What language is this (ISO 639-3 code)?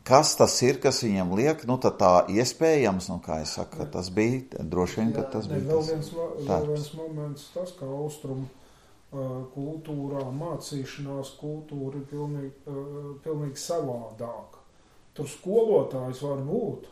lav